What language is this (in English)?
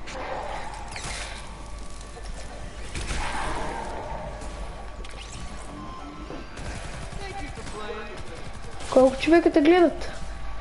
Bulgarian